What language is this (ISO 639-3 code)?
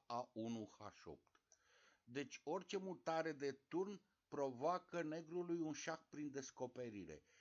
ron